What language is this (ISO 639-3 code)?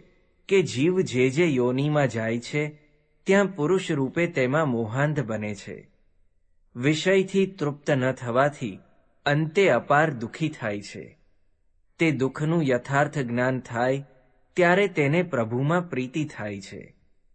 guj